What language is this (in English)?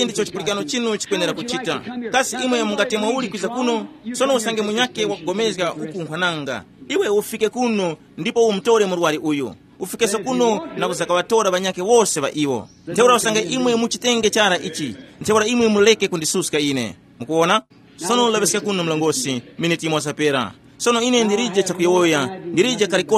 Tumbuka